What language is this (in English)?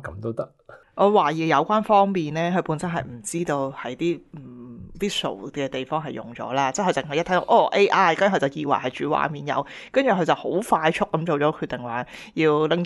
Cantonese